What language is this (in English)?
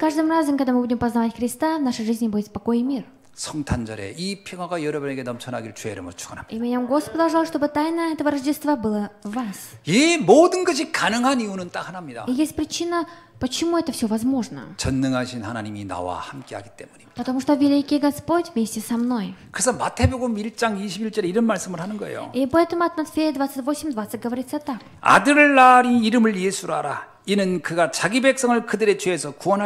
Korean